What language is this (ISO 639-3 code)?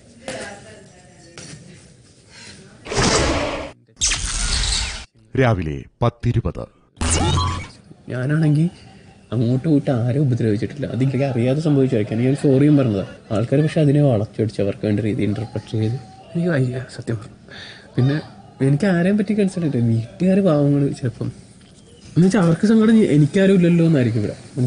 mal